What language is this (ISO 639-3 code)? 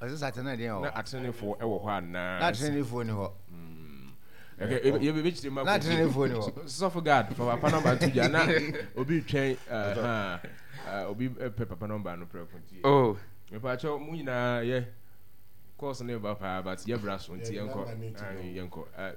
aka